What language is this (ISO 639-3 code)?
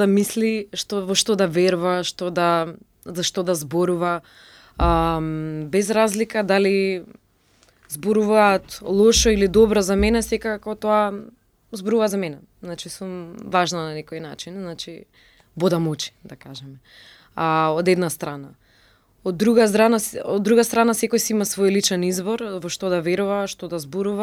mkd